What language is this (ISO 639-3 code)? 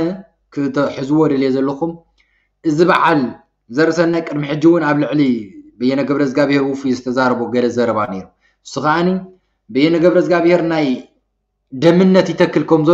tir